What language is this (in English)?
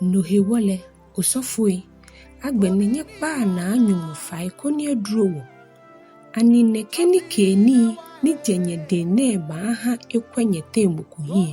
Ga